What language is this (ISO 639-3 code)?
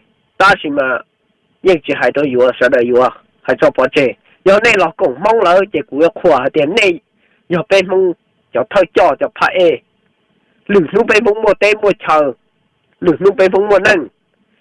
hmn